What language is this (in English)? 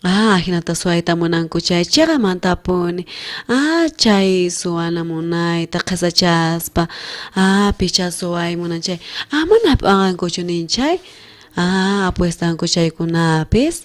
South Bolivian Quechua